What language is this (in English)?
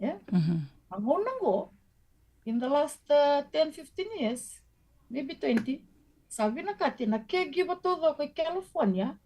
Fijian